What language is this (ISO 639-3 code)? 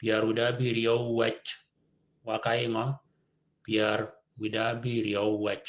shk